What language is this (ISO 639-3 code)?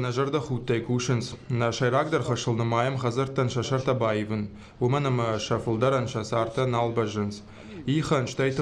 oss